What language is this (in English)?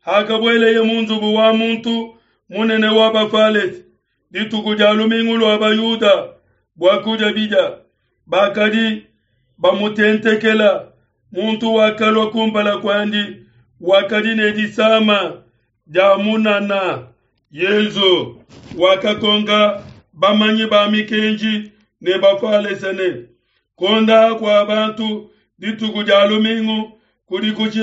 Luba-Lulua